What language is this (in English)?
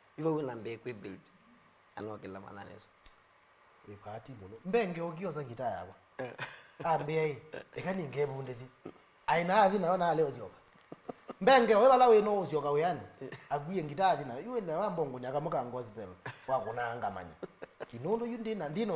Kamba